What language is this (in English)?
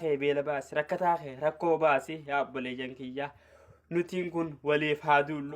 Oromo